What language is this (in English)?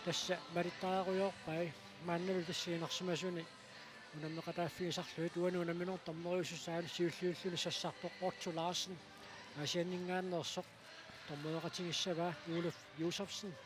Kalaallisut